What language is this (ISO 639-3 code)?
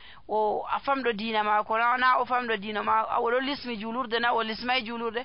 fuv